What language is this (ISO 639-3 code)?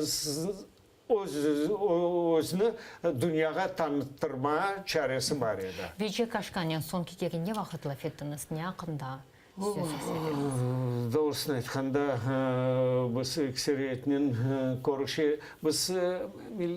crh